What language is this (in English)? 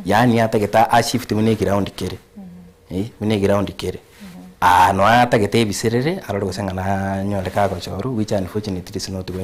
Gusii